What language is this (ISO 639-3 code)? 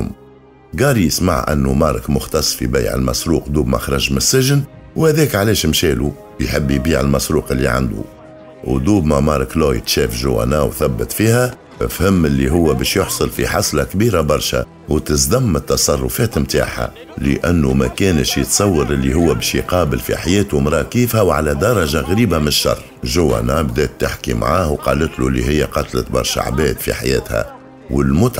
aeb